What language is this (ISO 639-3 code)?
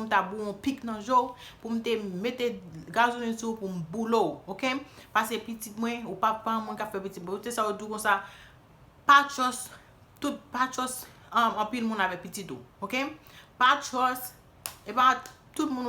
hat